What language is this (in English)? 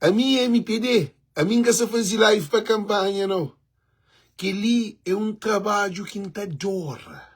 Kabuverdianu